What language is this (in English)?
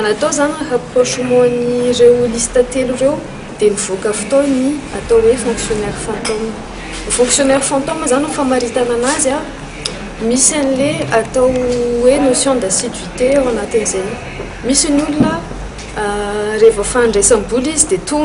Malagasy